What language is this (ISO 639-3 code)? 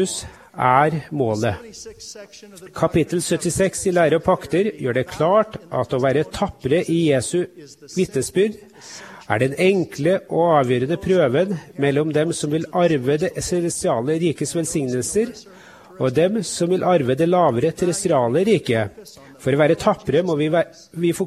nor